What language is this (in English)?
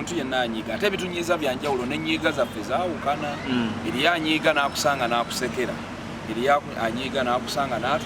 Ganda